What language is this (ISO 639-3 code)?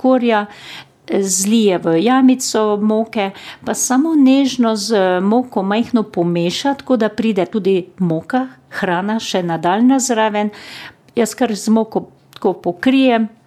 slv